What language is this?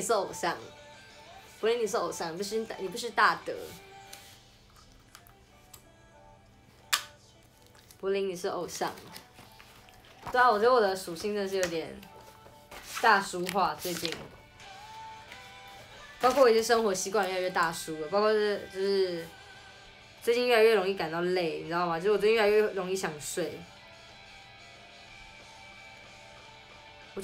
Chinese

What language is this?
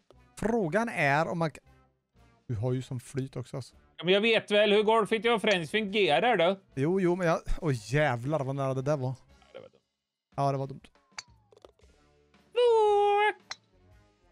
Swedish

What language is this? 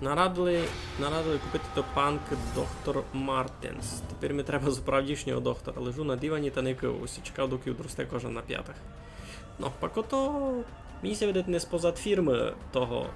Rusyn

